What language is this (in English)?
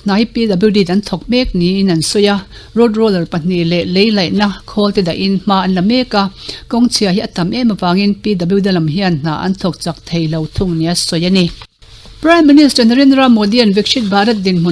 Mizo